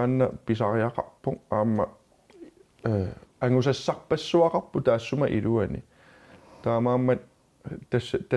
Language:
Kalaallisut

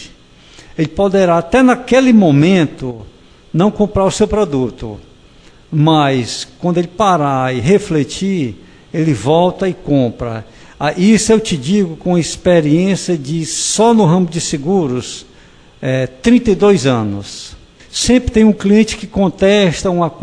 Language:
Portuguese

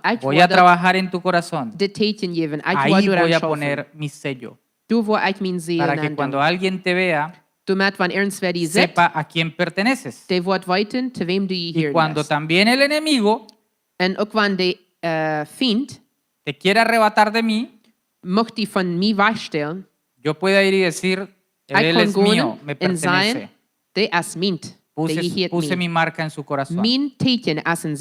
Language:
Plautdietsch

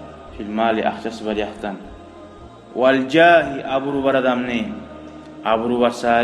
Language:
Kumyk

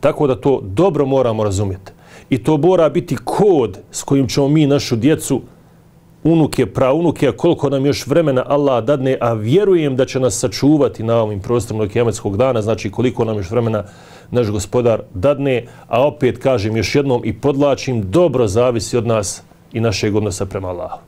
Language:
Bosnian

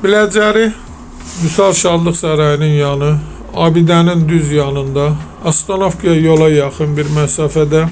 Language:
Azerbaijani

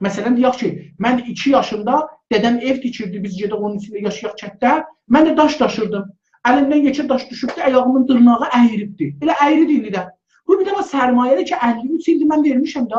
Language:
South Azerbaijani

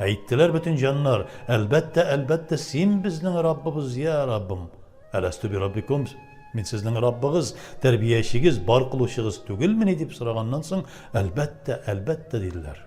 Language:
Tatar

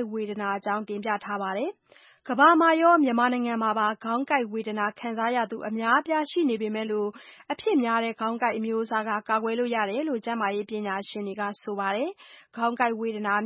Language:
Burmese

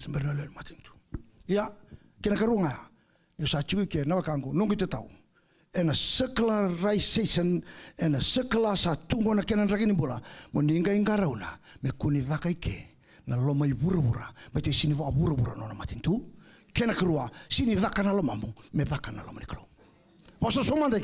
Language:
Fijian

